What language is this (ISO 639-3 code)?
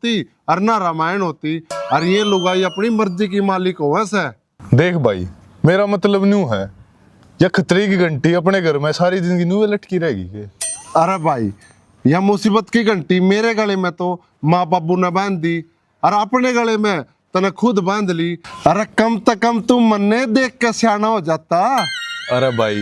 bgc